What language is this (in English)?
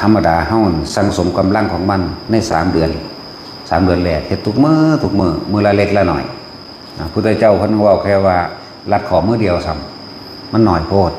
Northeastern Thai